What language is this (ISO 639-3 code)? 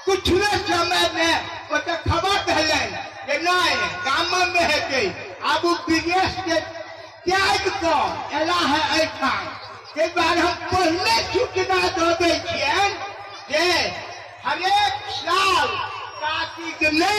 mai